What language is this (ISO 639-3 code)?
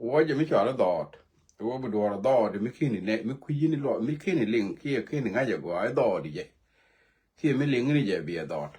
nus